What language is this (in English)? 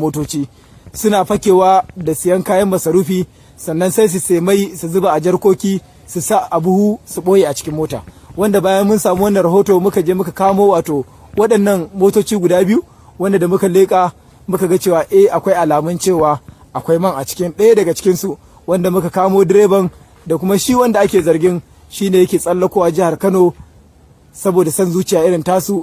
Hausa